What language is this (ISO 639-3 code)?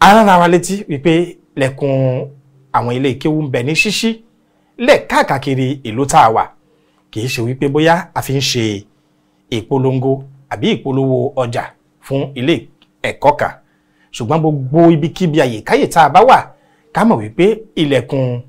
yor